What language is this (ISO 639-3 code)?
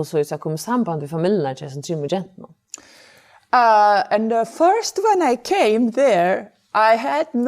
fao